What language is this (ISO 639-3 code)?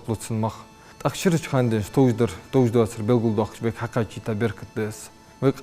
inh